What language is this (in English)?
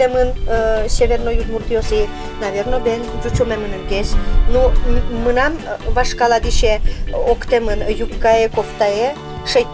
Udmurt